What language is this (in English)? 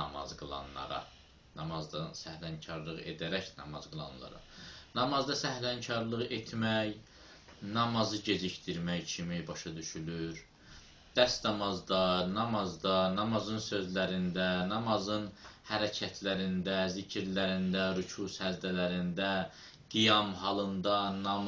Azerbaijani